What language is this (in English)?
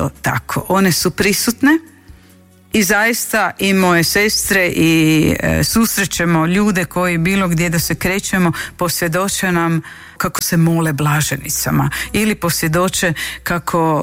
Croatian